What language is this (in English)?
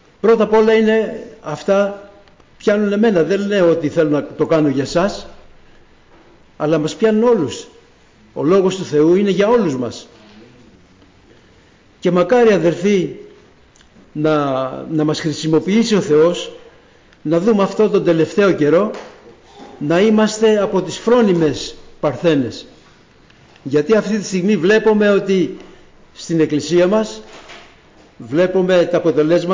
Greek